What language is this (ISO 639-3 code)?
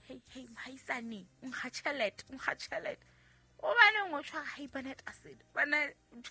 sot